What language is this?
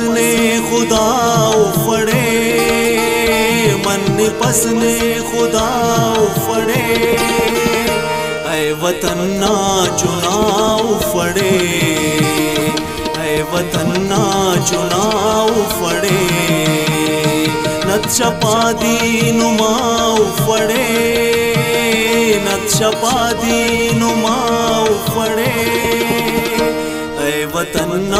Brahui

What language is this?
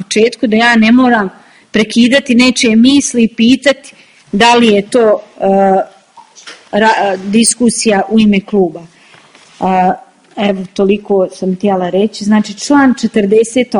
Bosnian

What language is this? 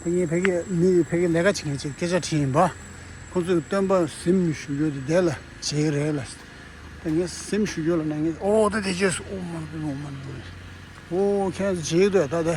Tibetan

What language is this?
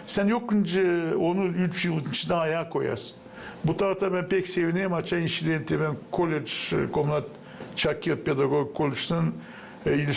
Gagauz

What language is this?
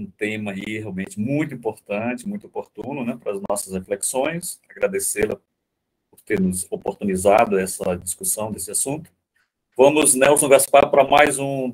Portuguese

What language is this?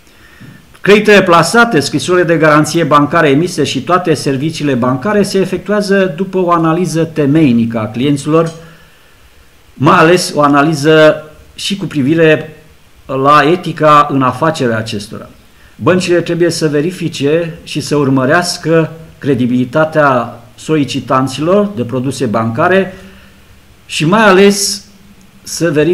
Romanian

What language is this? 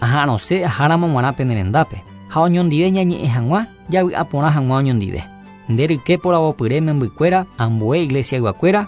Guarani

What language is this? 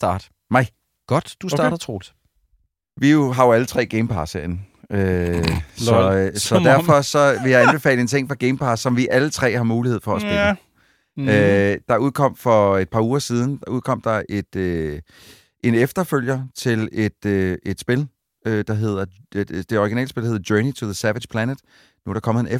Danish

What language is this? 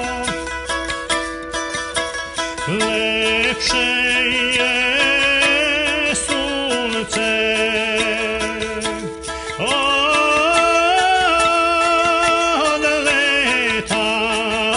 Serbian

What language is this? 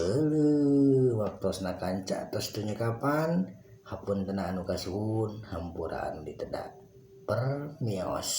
Sundanese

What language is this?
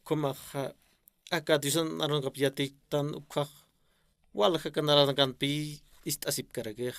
Aymara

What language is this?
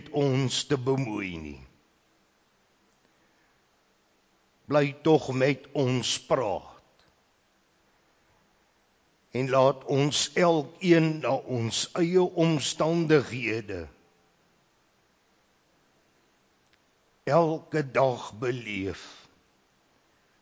Afrikaans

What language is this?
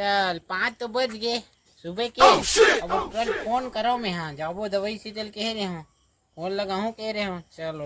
Chhattisgarhi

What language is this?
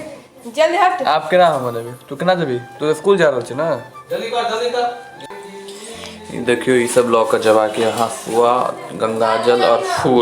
Maithili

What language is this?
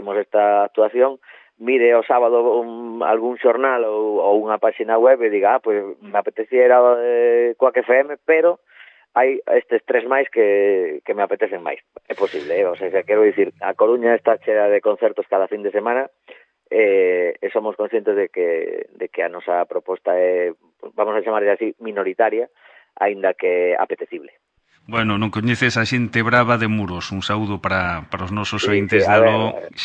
Galician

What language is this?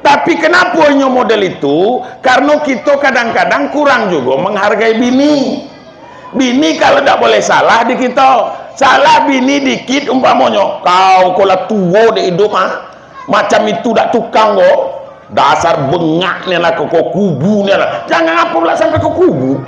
Minangkabau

